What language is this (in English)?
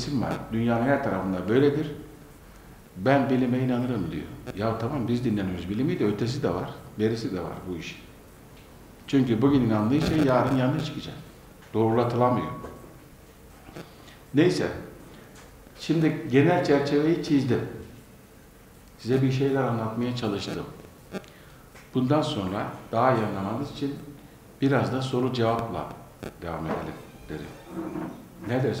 Turkish